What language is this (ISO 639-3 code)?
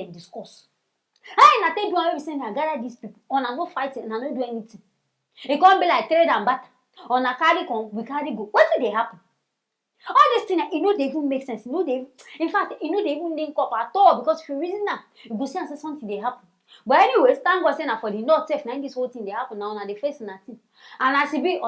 pcm